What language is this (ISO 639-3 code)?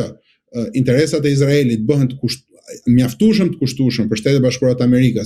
sqi